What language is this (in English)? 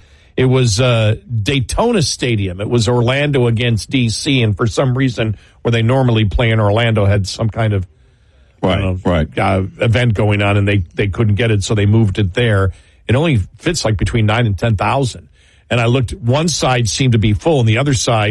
English